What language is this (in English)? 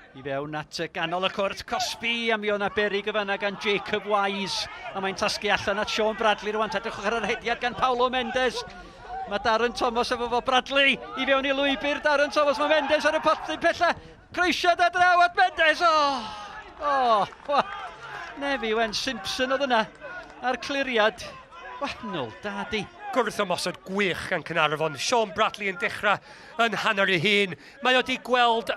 Welsh